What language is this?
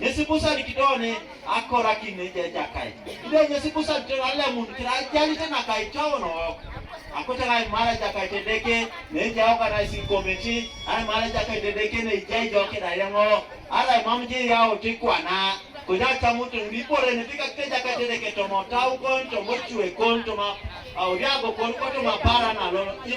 Teso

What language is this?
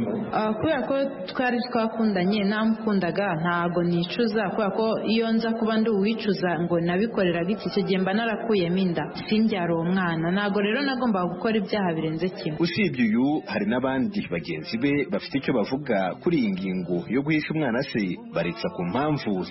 Kinyarwanda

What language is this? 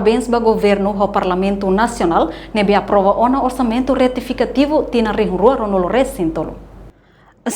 Tetum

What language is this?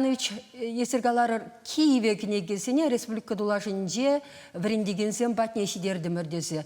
Chuvash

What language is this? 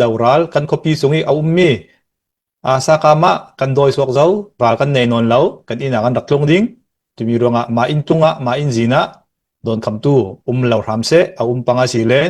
Falam Chin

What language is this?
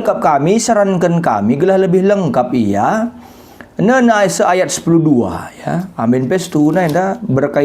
Batak Karo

